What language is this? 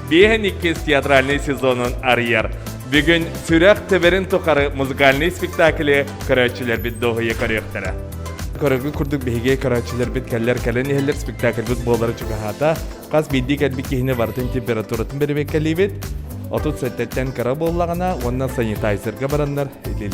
Yakut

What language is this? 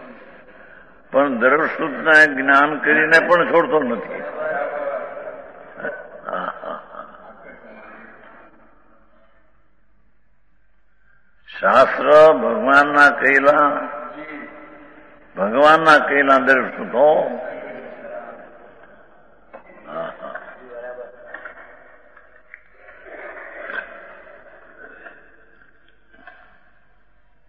Gujarati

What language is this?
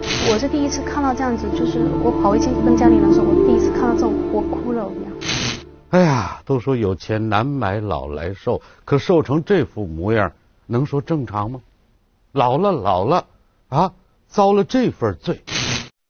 Chinese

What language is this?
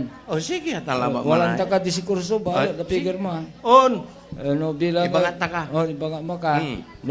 Pangasinan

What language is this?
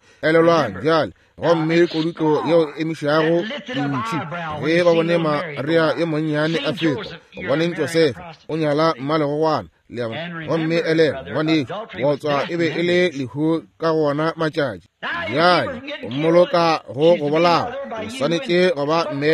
Northern Sotho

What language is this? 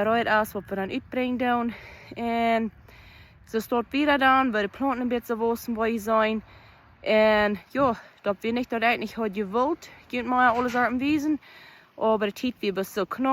Plautdietsch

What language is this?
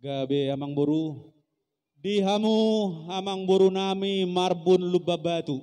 Batak Toba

